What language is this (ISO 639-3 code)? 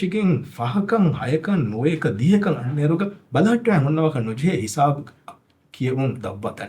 div